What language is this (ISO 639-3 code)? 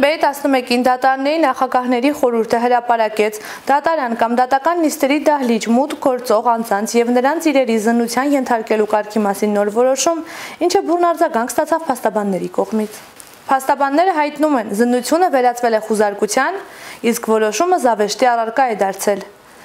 hye